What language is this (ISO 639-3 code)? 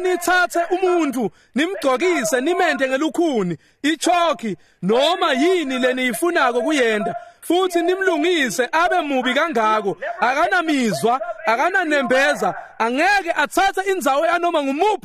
ssw